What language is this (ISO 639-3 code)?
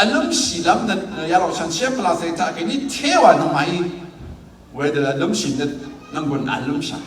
raw